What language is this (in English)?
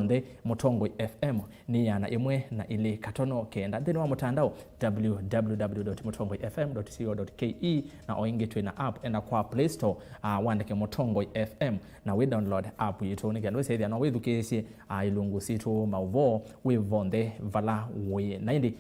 Kamba